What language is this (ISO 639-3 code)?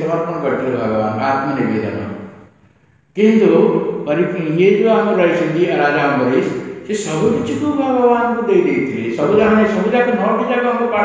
ori